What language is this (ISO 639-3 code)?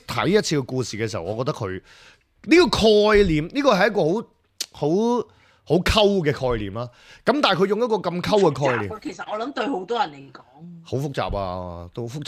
yue